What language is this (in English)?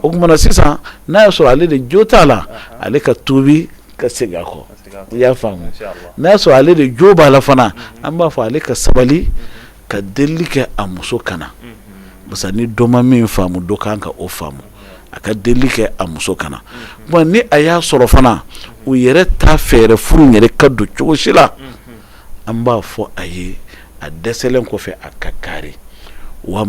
Bambara